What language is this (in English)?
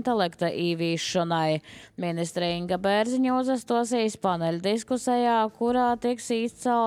Latvian